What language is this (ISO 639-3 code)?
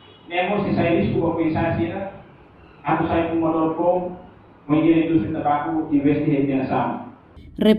tet